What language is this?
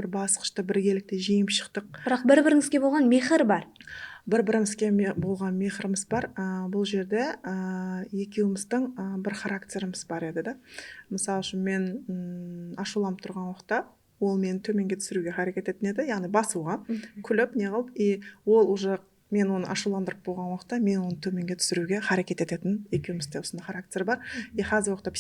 Kara-Kalpak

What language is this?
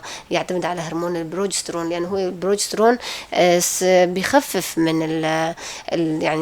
North Levantine Arabic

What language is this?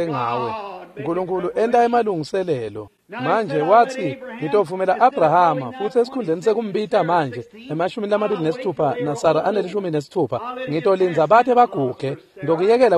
Swati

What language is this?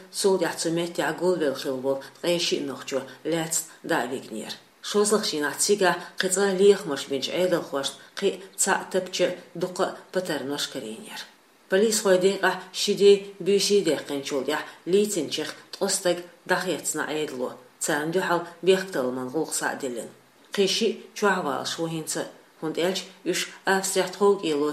Chechen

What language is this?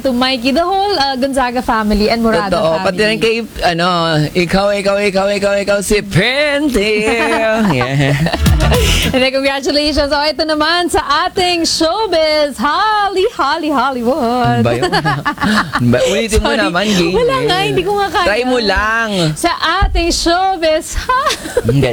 Filipino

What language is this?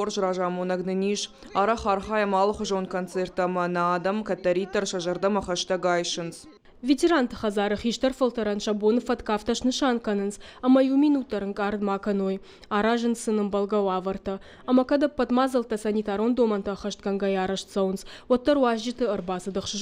Ossetic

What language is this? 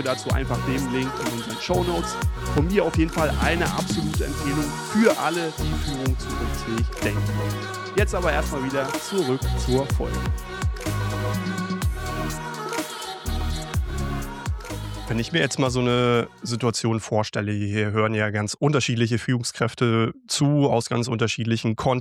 German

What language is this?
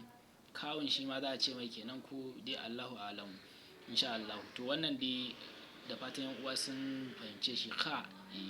Hausa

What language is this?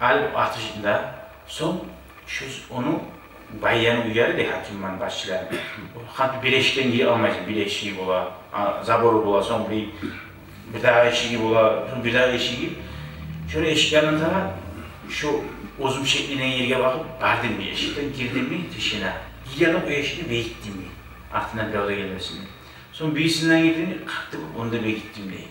Kumyk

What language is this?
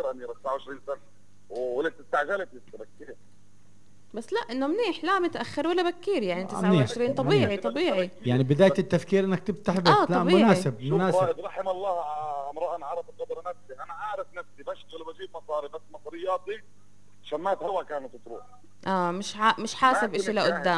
North Levantine Arabic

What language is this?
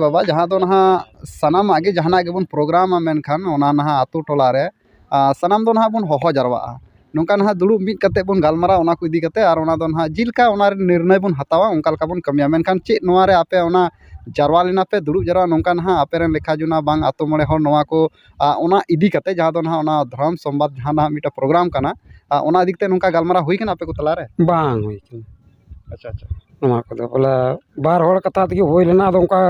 Santali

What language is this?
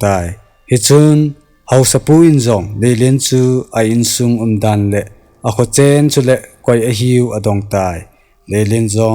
Thado Chin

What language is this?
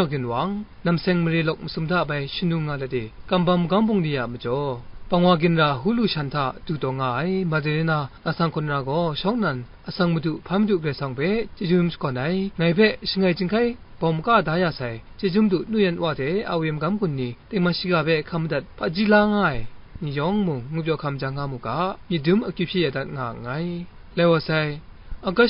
Kachin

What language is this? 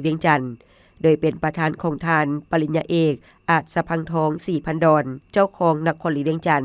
Lao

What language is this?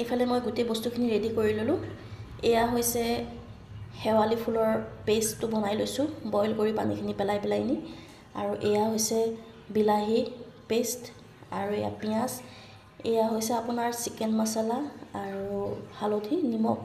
Assamese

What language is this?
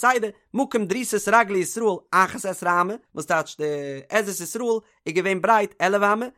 Yiddish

